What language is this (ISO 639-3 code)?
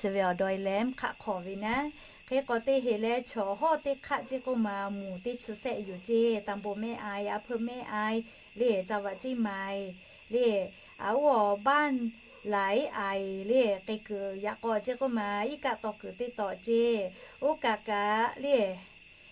lhu